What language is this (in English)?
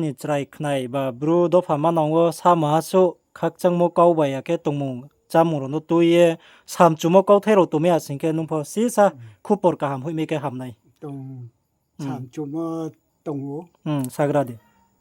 Riang (India)